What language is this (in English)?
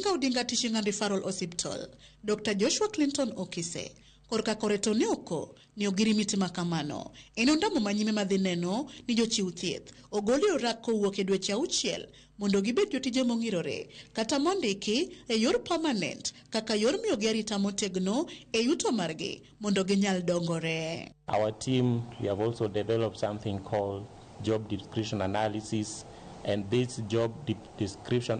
Luo (Kenya and Tanzania)